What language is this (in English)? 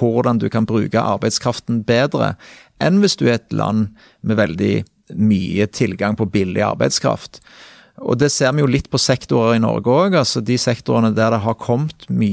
Norwegian